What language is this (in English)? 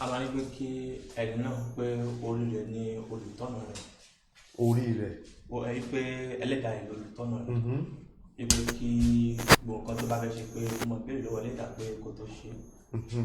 Yoruba